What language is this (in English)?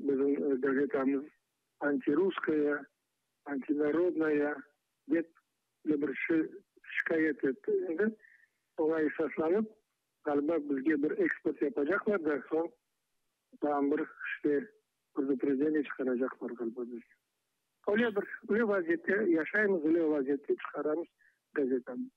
Crimean Tatar